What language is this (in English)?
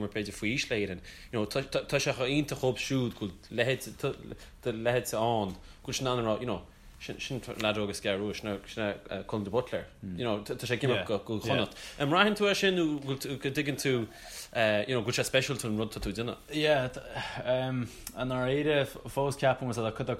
Irish